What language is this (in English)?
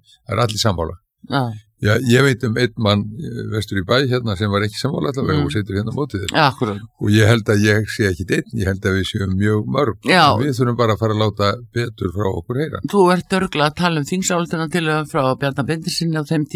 Icelandic